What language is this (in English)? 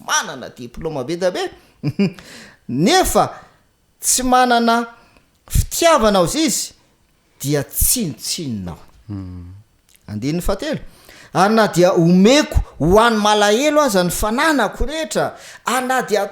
Malagasy